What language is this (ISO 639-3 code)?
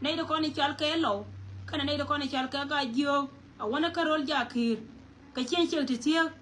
nus